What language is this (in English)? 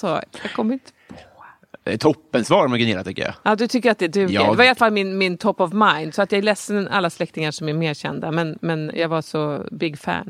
Swedish